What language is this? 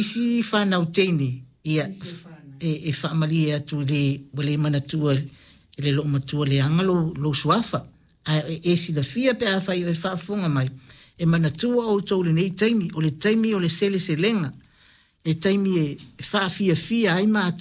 Samoan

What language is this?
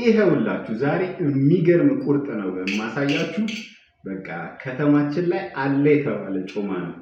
Amharic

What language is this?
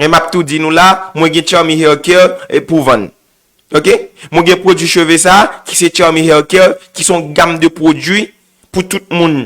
Haitian Creole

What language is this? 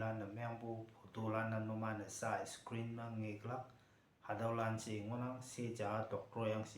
Konyak Naga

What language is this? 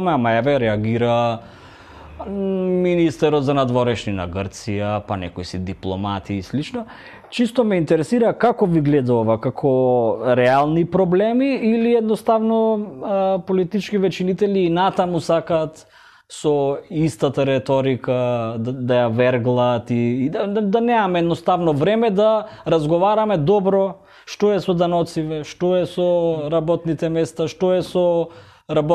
Macedonian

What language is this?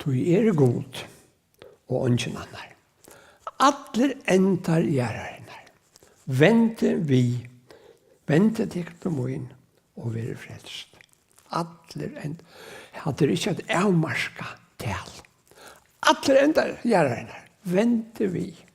Faroese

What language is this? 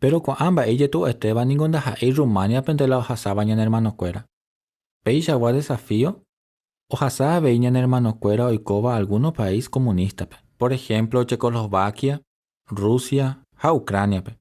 Guarani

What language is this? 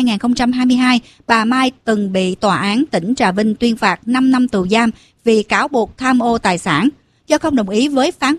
Vietnamese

